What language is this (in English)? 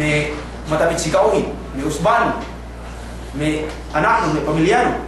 Yakan